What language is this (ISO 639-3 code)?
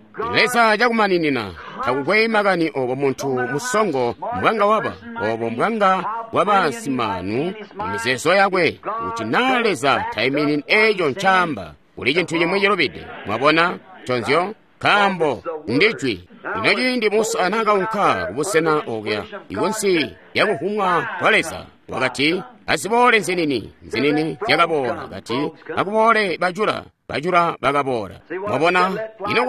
toi